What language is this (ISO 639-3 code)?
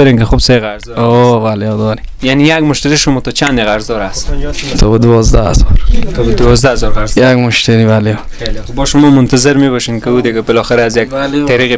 fas